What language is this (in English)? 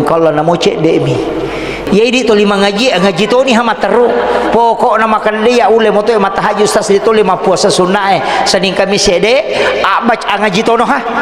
Buginese